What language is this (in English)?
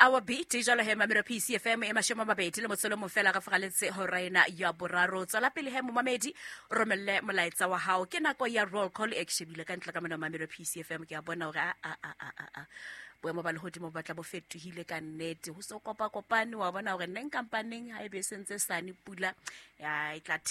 Southern Sotho